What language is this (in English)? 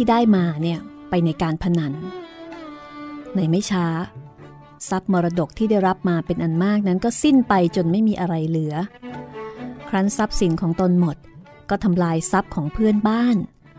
Thai